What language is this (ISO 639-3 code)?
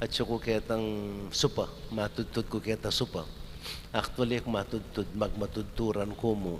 pam